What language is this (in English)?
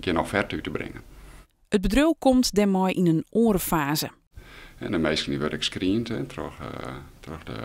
Western Frisian